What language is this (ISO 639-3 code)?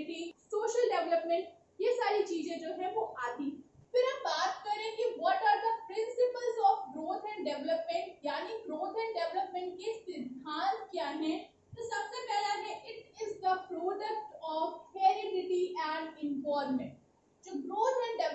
hin